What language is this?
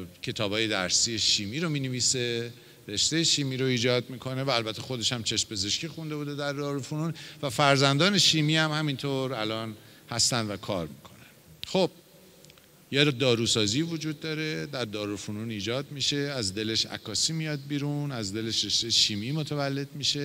Persian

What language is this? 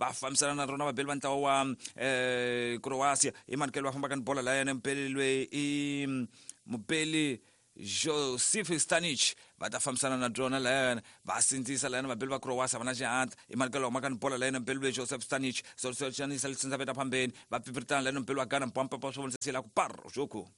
Tsonga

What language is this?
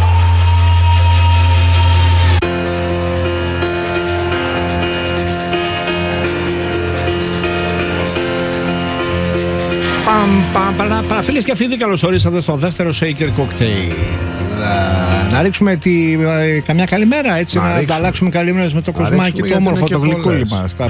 Greek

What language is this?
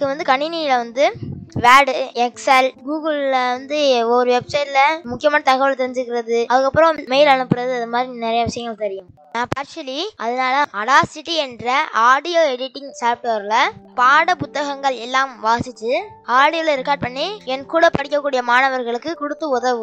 Tamil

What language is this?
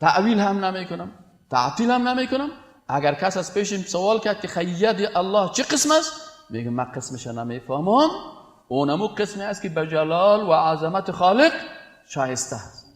Persian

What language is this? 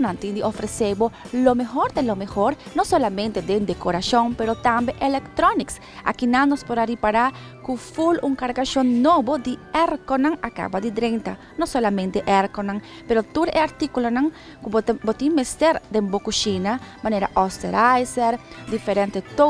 Papiamento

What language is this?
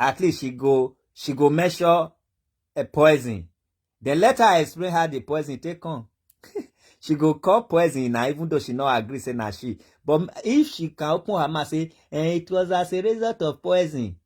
Nigerian Pidgin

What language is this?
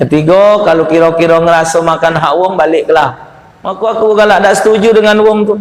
Musi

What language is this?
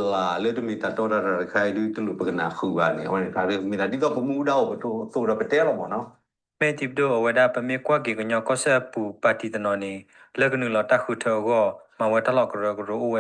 S'gaw Karen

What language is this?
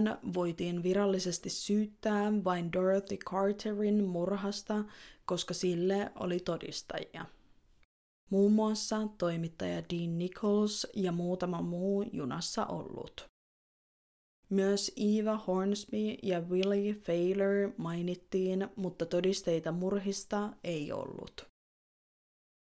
Finnish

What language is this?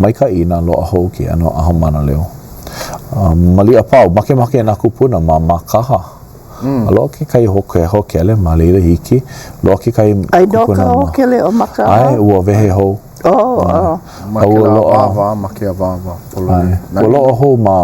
Hawaiian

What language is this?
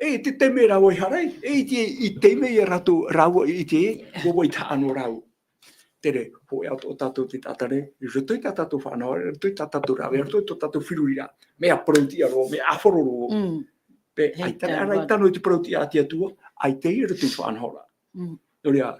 Tahitian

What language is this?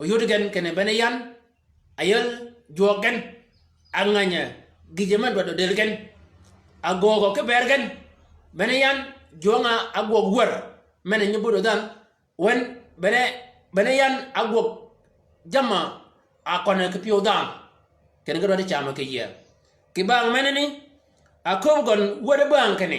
Shilluk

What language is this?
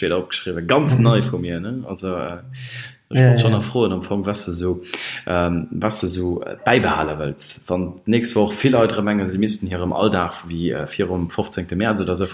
Luxembourgish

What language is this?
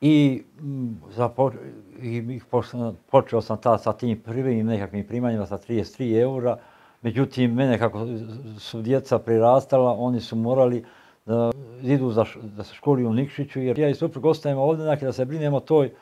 Serbian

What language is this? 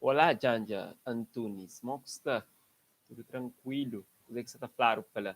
Kabuverdianu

